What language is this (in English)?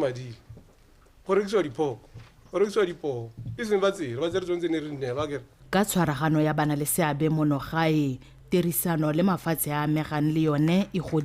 Tswana